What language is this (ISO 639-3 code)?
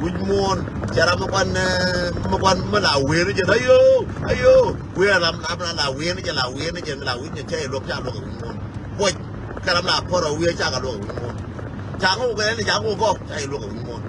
nus